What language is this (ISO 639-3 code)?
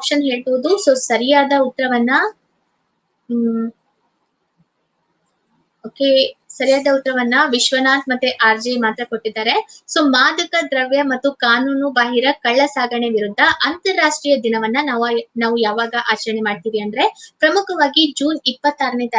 kan